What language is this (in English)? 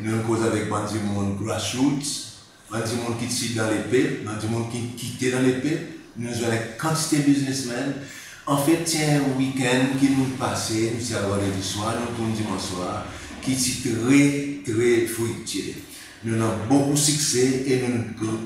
Seselwa Creole French